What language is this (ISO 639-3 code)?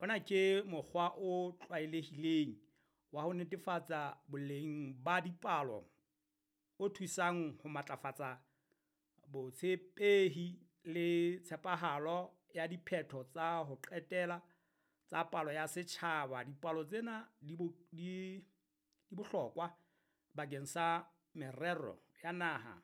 sot